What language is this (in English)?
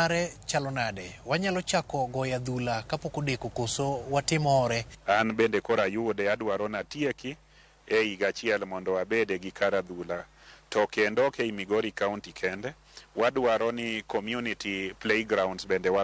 Luo (Kenya and Tanzania)